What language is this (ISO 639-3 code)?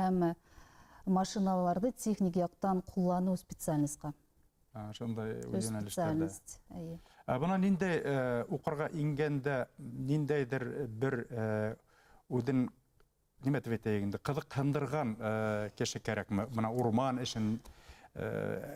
bak